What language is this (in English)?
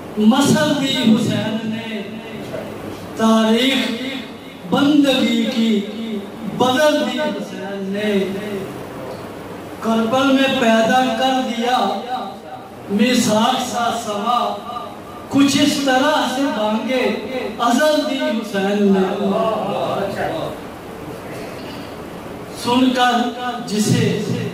Urdu